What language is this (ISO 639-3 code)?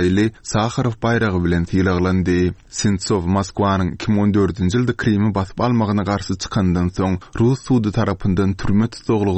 tuk